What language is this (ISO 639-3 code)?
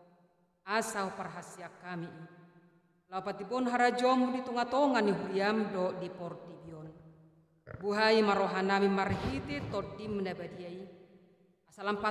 bbc